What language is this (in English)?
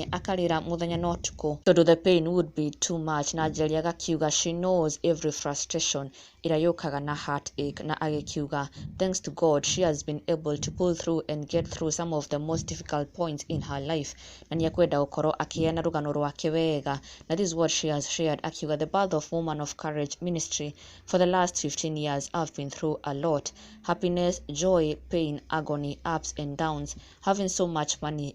Kikuyu